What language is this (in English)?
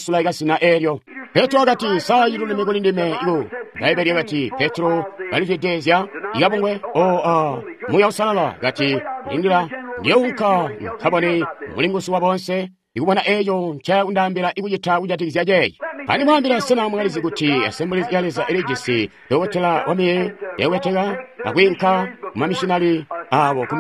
Tonga (Zambia)